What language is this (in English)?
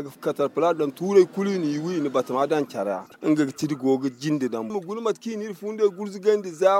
Zarma